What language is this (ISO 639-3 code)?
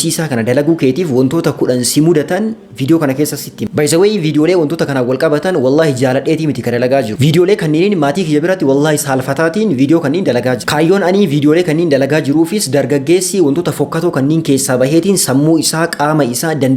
orm